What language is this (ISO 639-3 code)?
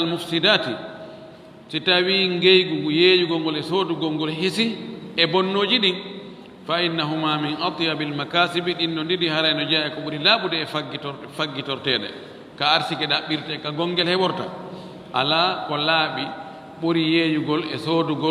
ful